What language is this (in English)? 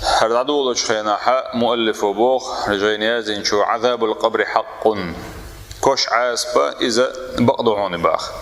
Chechen